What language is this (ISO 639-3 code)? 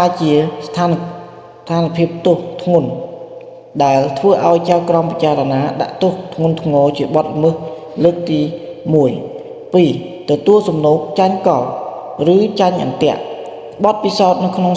khm